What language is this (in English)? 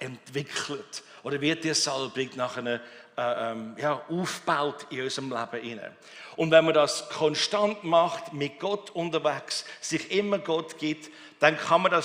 Swiss German